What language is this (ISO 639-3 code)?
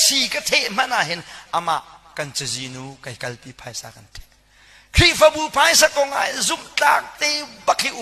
cnh